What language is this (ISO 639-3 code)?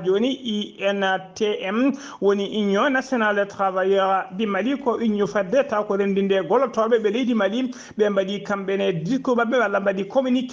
ful